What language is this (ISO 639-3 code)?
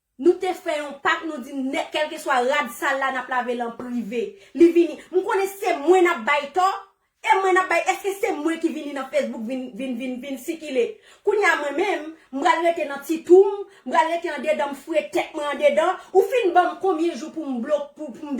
hat